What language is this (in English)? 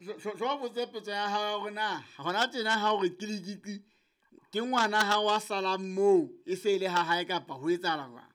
Southern Sotho